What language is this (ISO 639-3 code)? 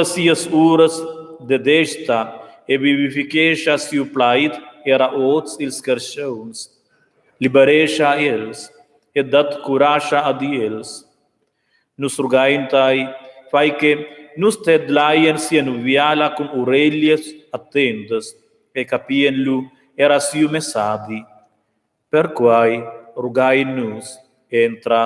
roh